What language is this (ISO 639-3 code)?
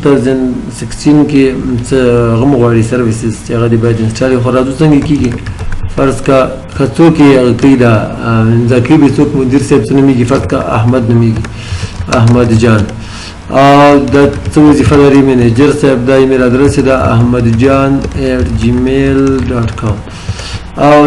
pus